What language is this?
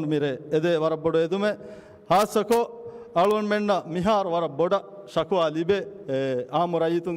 Divehi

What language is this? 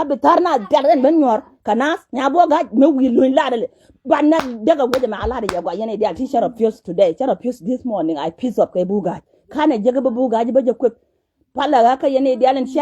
Nuer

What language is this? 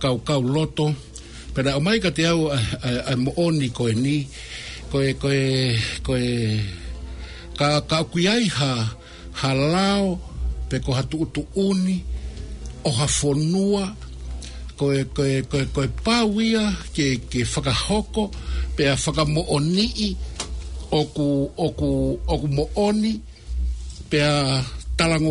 Tongan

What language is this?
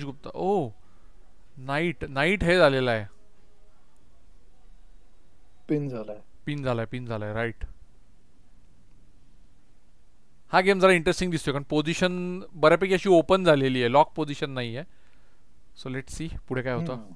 Marathi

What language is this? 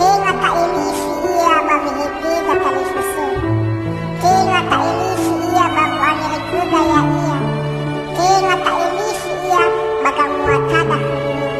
Nias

